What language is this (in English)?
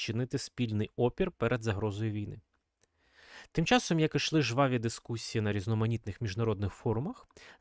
Ukrainian